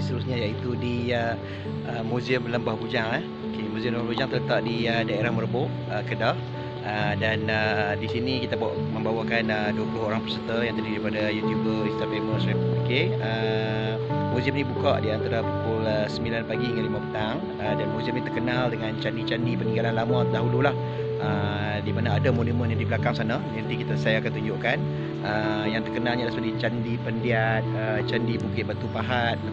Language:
Malay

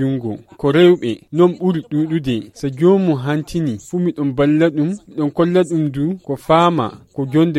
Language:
Fula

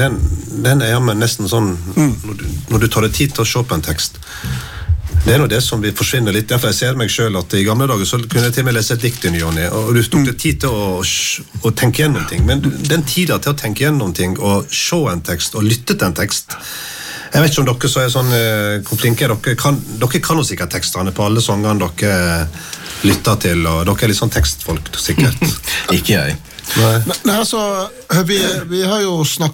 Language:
Norwegian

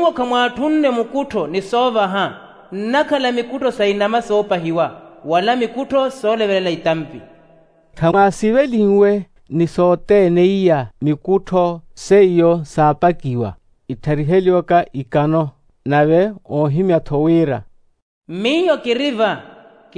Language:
Makhuwa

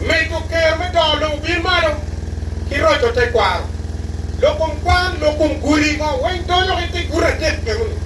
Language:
Acoli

